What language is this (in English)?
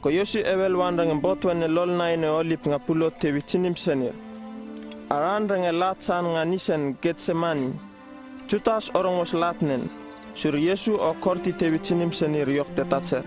Uripiv-Wala-Rano-Atchin